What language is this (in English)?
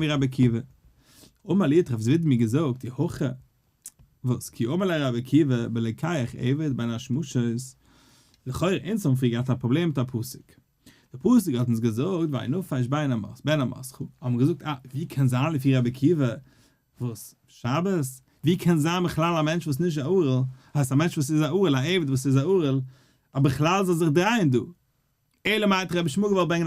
Yiddish